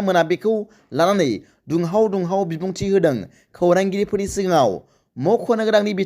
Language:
Bodo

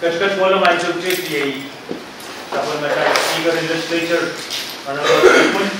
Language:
Pohnpeian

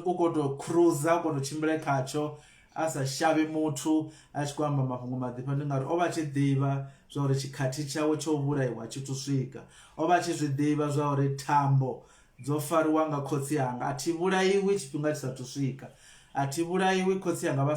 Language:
Venda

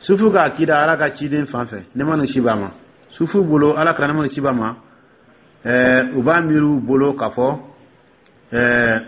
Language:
Dyula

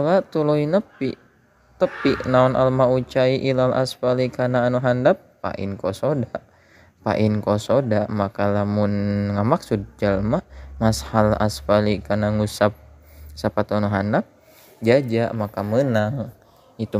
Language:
Sundanese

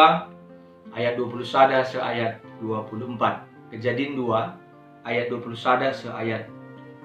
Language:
Batak Karo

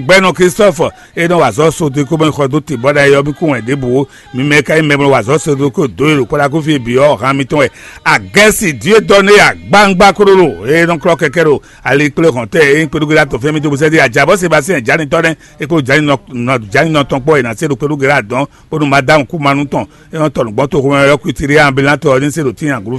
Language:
Fon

